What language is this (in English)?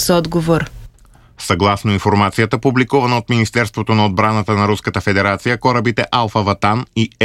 Bulgarian